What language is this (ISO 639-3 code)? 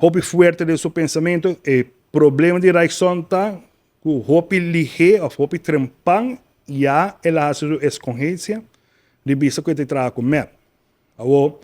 pap